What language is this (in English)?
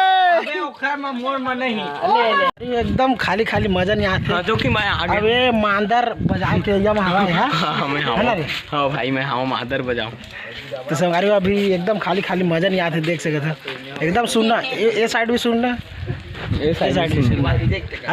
Chhattisgarhi